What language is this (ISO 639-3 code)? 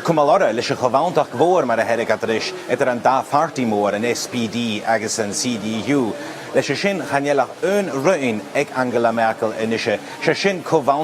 gla